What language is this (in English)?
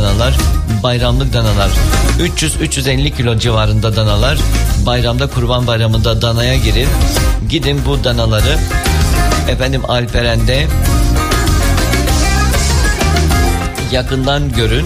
Turkish